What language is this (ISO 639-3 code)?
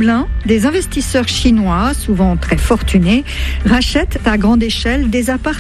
fra